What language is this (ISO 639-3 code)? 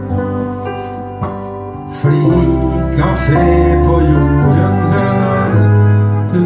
nor